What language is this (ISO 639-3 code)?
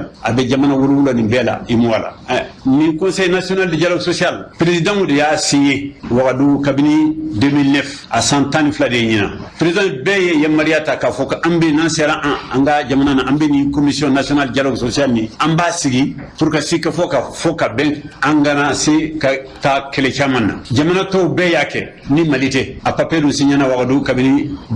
bam